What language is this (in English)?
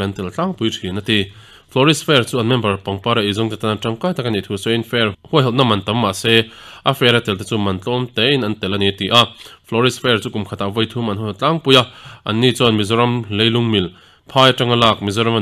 Mizo